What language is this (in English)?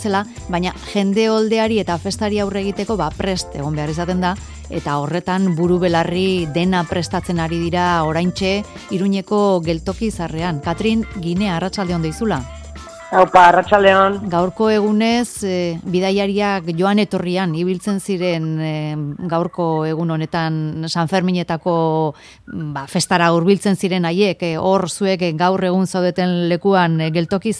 Basque